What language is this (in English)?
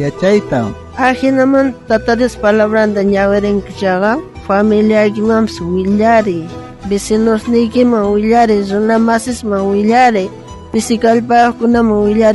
South Bolivian Quechua